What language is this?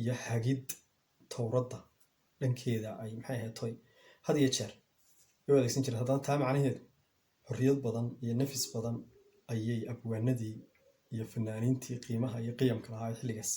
Somali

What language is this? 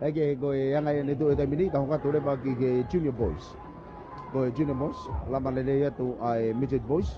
Tongan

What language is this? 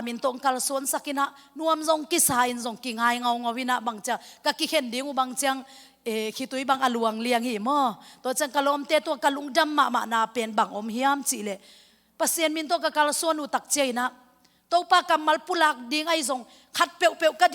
Tedim Chin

